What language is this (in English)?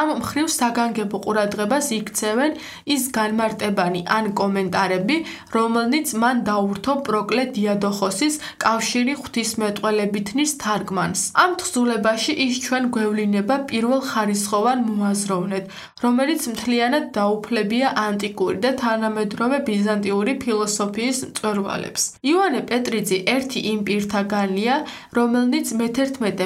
Georgian